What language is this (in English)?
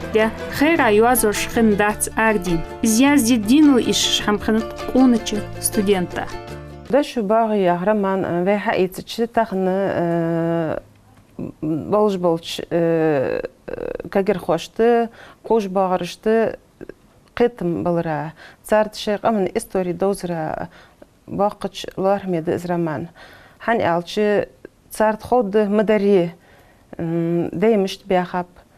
Ingush